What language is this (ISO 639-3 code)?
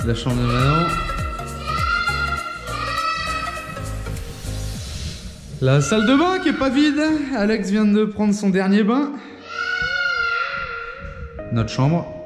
fra